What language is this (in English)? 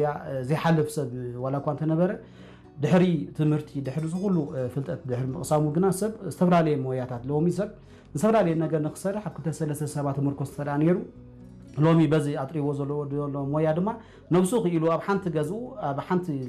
Tigrinya